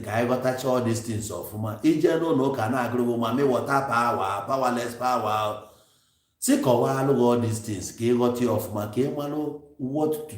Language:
Igbo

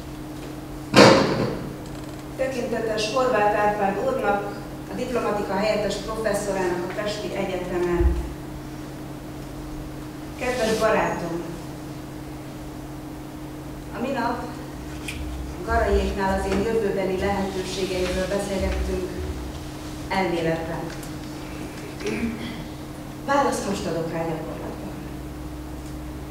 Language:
Hungarian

